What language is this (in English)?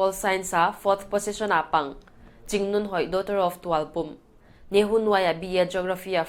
Paite Chin